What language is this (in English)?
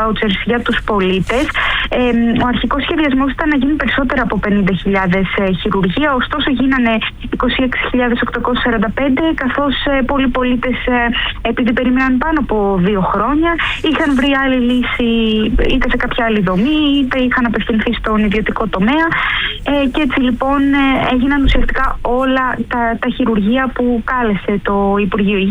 Greek